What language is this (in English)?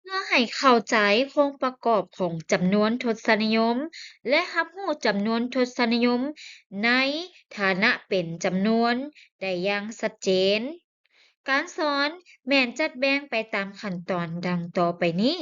Lao